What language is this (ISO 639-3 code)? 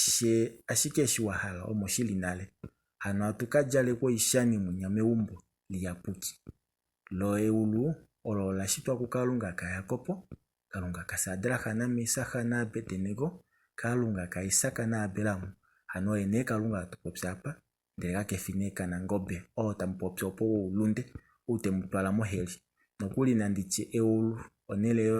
kua